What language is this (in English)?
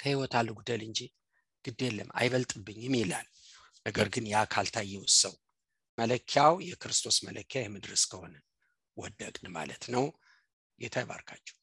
Amharic